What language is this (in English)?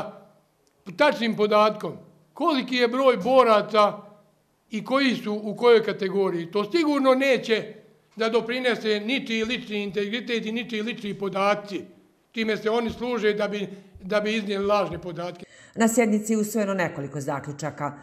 Bosnian